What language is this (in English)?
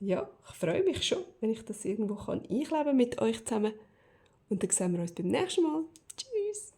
Swiss German